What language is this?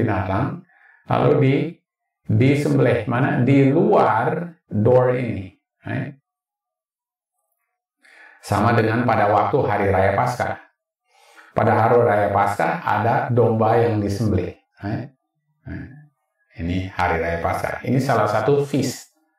Indonesian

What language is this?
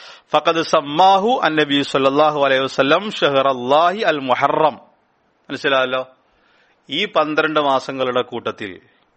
Malayalam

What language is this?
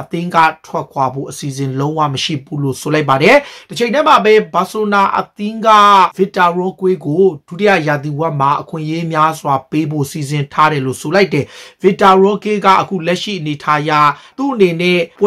Burmese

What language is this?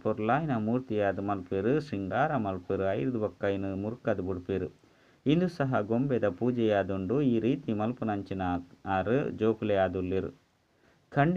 Tulu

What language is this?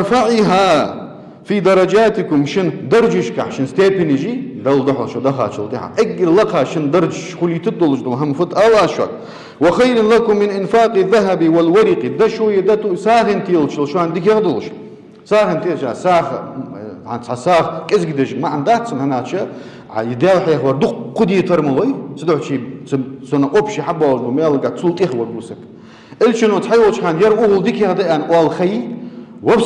Ingush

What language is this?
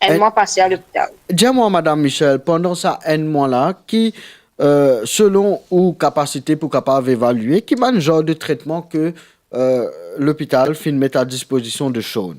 Morisyen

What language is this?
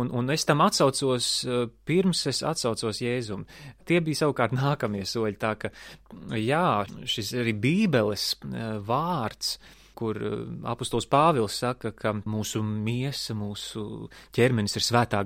Latvian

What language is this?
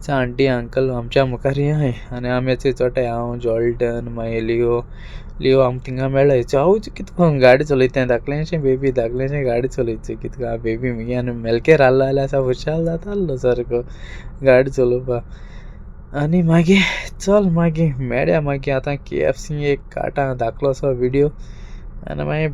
Konkani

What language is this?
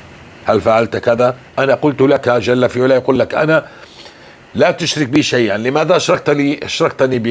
North Levantine Arabic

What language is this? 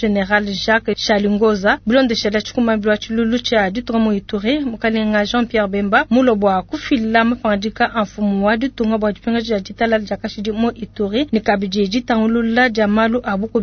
Luba-Lulua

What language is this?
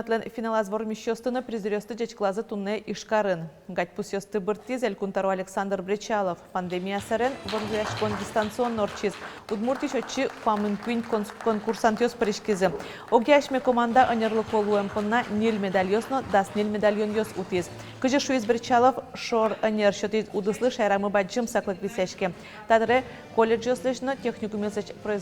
Udmurt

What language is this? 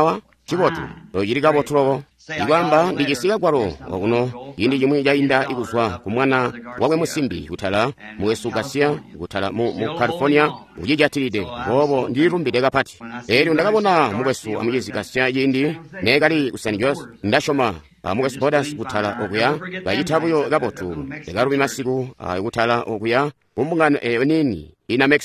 Tonga (Zambia)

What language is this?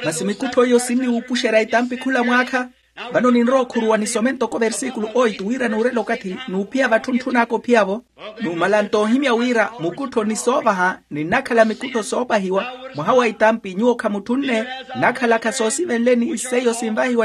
Makhuwa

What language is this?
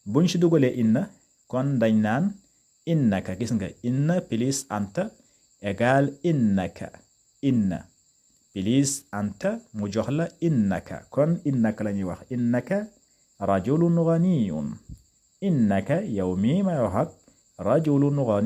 Wolof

